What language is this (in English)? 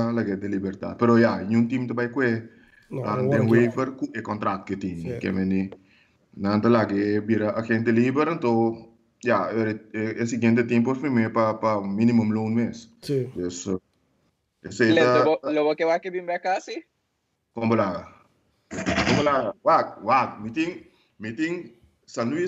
Papiamento